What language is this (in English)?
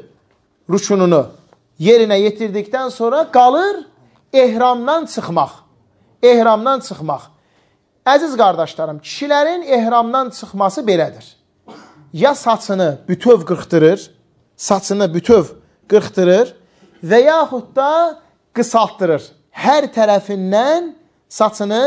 Azerbaijani